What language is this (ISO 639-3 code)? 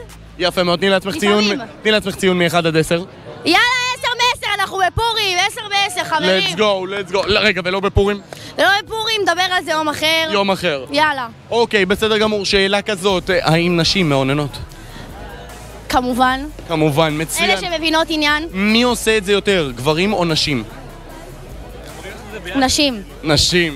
heb